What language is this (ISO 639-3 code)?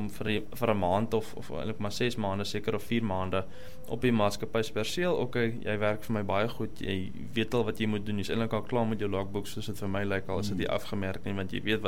afr